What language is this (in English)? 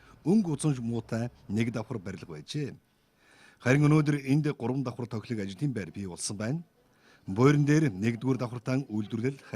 Mongolian